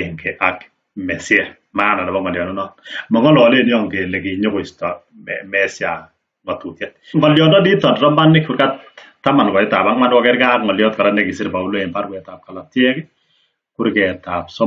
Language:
Kalenjin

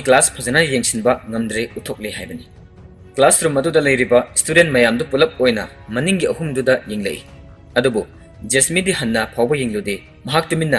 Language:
Manipuri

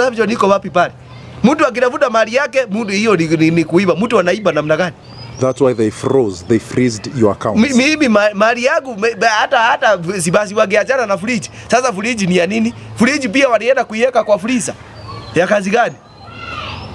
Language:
Swahili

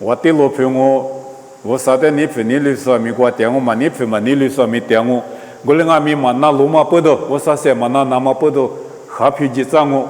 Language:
Lisu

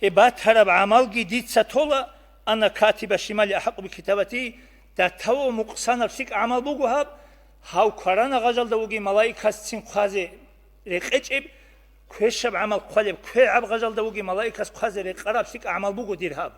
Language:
Avaric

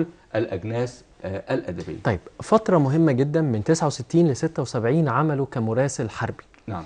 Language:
Egyptian Arabic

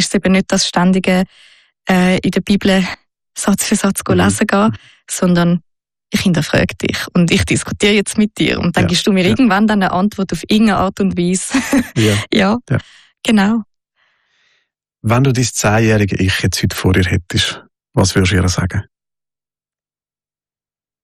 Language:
German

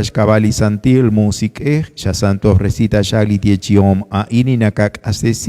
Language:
Kekchí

